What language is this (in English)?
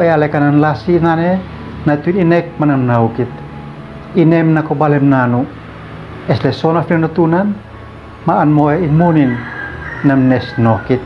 Uab Meto